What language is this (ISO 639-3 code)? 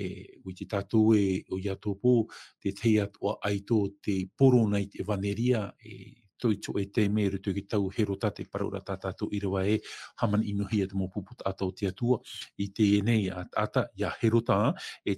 tah